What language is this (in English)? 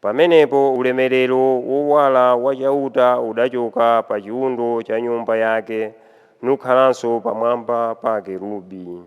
Nyanja